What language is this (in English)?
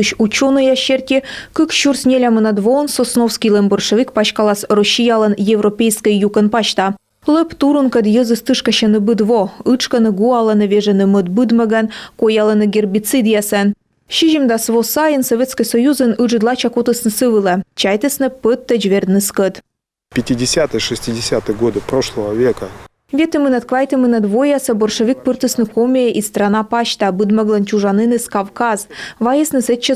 Komi